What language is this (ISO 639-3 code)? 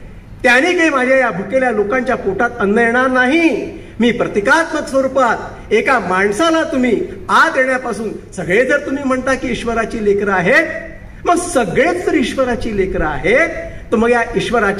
mar